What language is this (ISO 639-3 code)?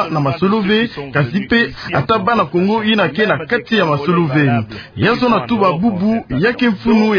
ktu